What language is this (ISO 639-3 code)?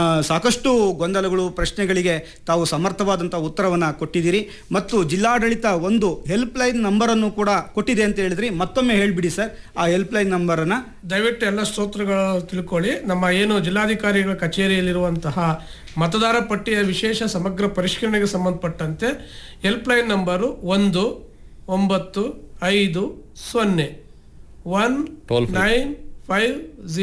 kan